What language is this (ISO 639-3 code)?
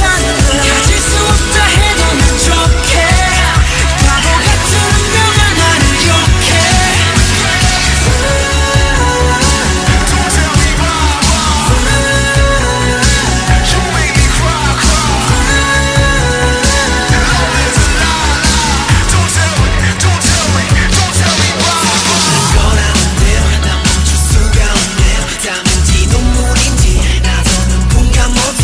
kor